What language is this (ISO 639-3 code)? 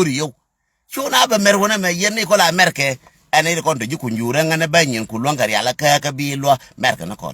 nus